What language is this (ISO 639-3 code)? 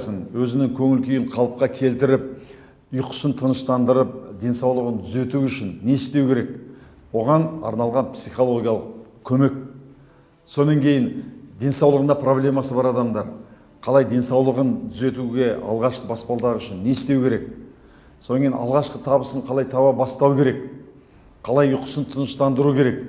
kaz